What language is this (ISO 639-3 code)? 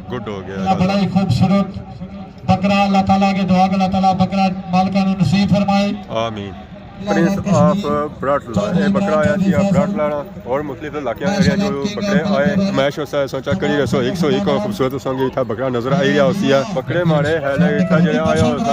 phr